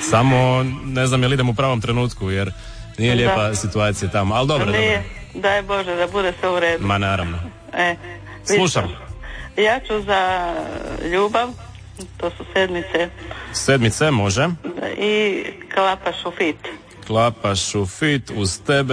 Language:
Croatian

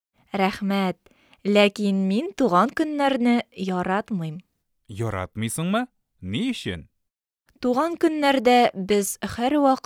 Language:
Tatar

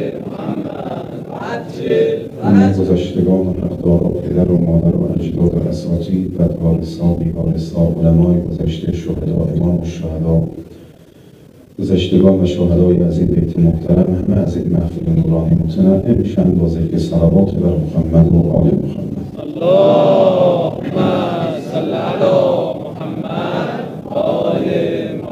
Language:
Persian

